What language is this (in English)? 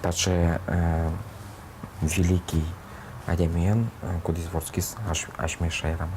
Udmurt